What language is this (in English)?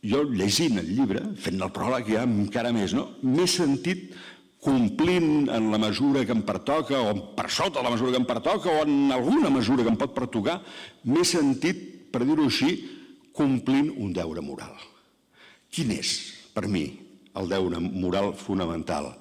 Catalan